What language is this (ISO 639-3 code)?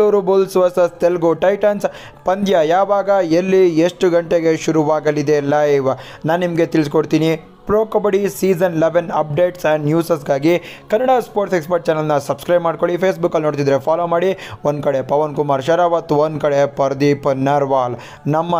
kan